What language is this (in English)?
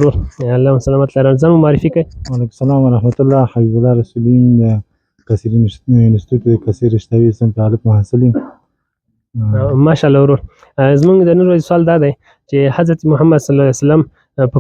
Pashto